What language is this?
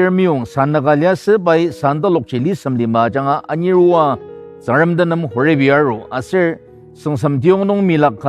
Ao Naga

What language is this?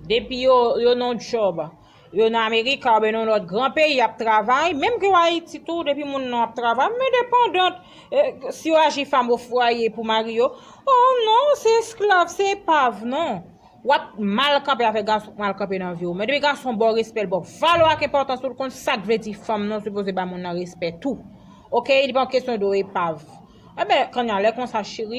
Haitian Creole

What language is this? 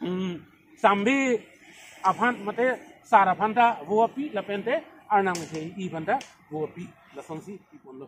Karbi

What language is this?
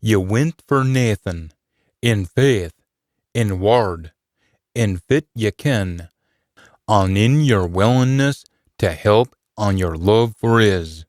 Scots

